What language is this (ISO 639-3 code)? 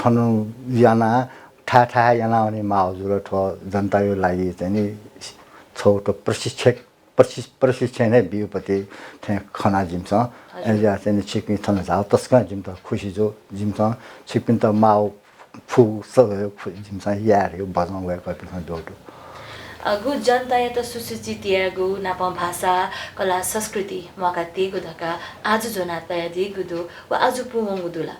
new